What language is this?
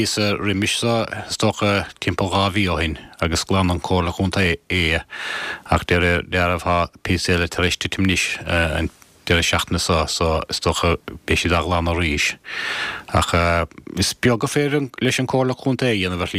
Irish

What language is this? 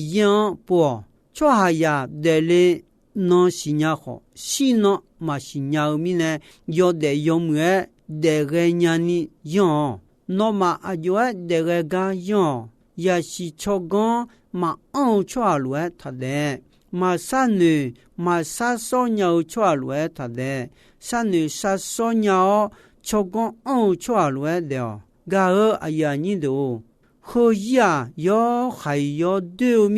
Akha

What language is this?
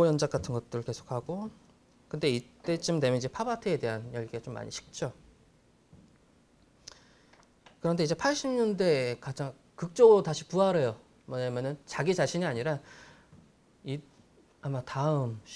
Korean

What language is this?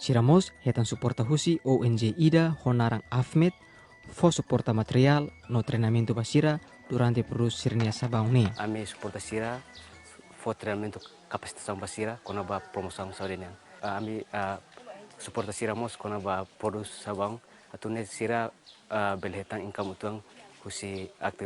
Tetum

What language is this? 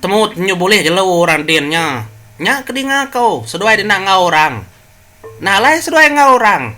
Iban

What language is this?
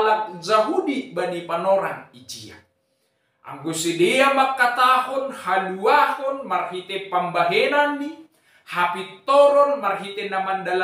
Batak Simalungun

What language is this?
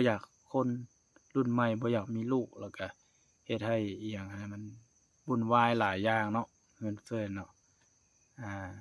Lao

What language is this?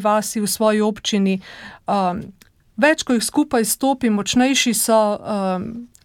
Slovenian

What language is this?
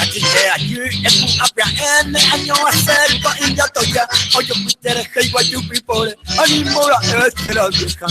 Guarani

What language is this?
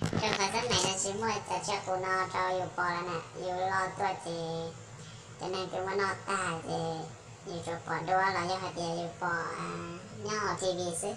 Hmong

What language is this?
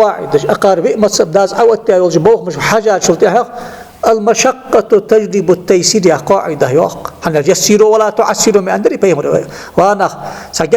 Ingush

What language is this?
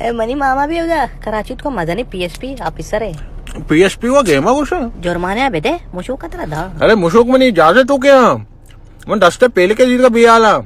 Baluchi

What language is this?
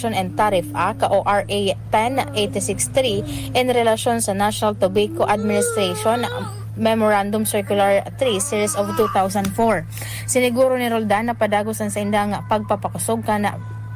Bikol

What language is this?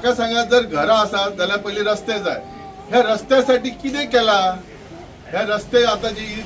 Konkani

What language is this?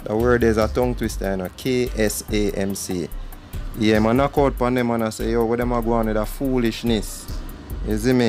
Jamaican Creole English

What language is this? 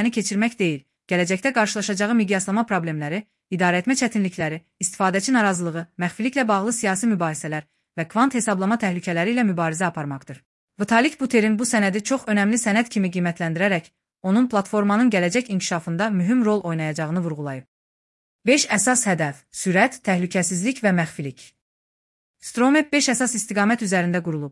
Azerbaijani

